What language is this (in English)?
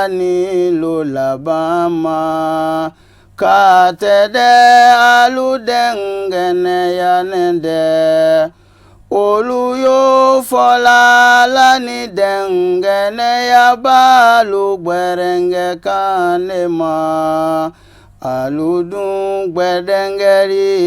Bambara